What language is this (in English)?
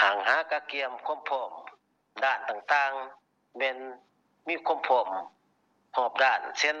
Lao